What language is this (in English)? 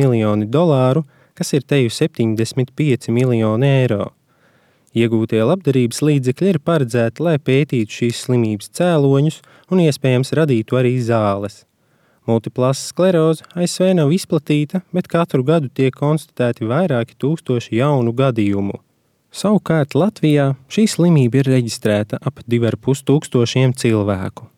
Latvian